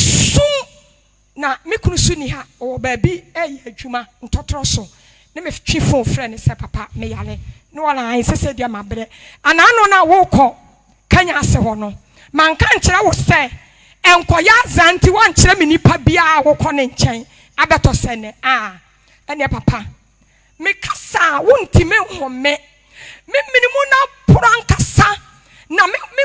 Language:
Akan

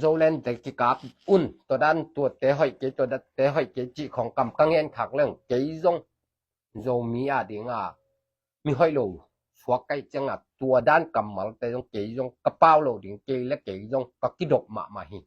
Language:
Tedim Chin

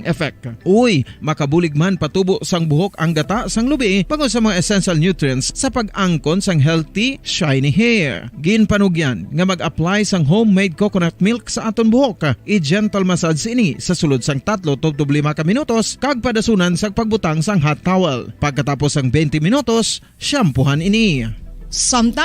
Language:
Hiligaynon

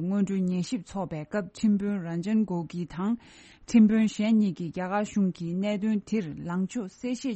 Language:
Tibetan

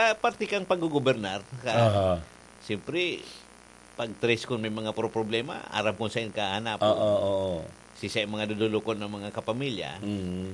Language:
Bikol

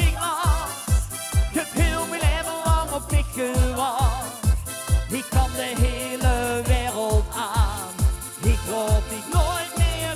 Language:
Limburgish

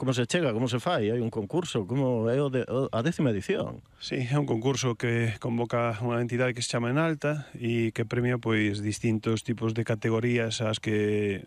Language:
Galician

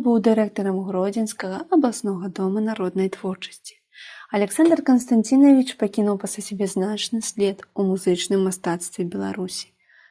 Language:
Belarusian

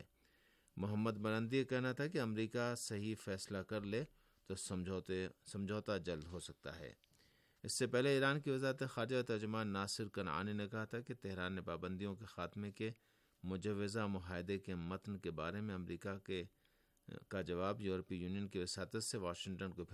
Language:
Urdu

